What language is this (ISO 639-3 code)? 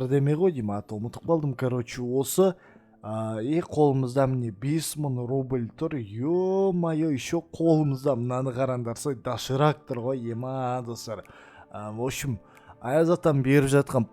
kaz